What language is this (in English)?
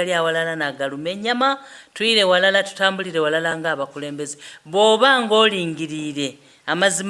Soga